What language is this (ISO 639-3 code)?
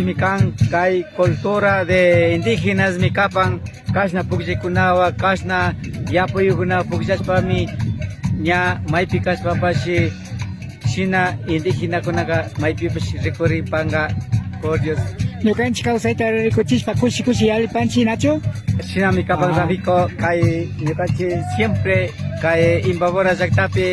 qvi